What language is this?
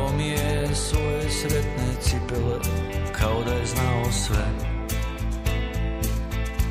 Croatian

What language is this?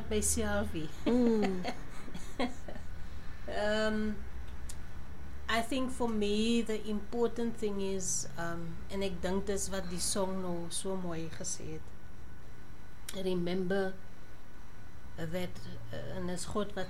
Afrikaans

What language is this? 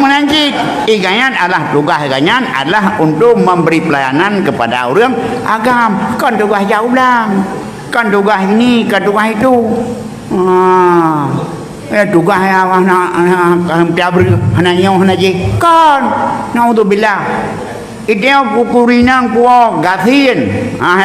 Achinese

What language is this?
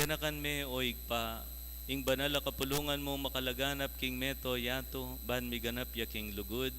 Pampanga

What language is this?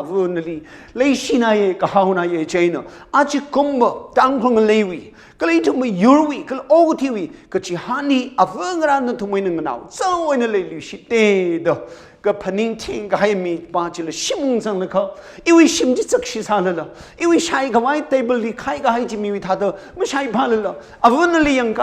Tangkhul Naga (India)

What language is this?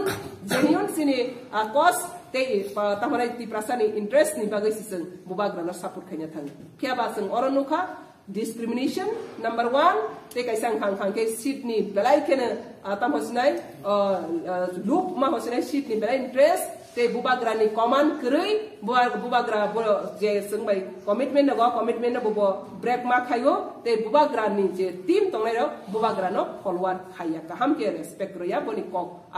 Kok Borok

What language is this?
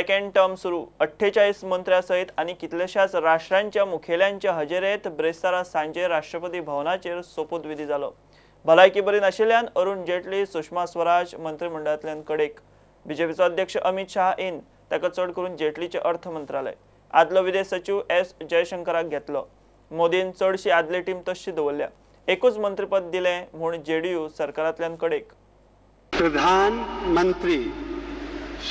Konkani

